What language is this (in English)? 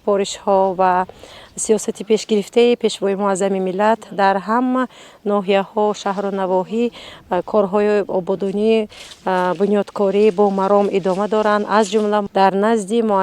Tajik